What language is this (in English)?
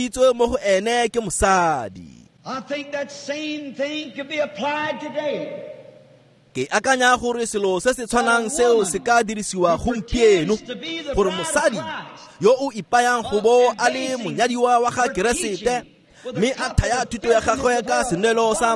Tswana